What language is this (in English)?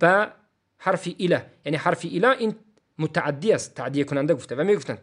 Tajik